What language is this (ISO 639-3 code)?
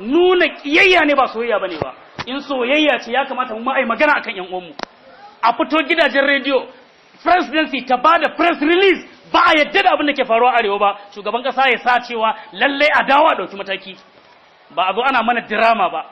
hau